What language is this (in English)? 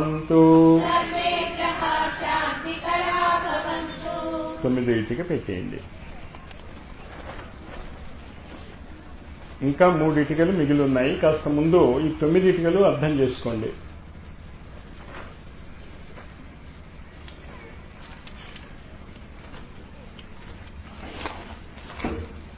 Telugu